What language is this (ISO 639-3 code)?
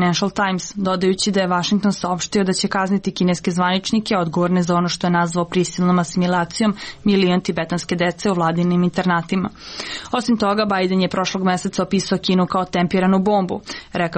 srp